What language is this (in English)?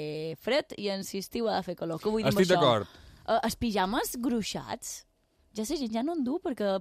Catalan